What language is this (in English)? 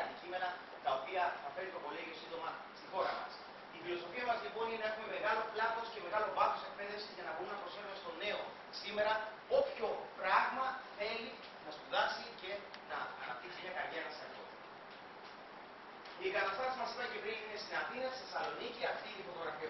Greek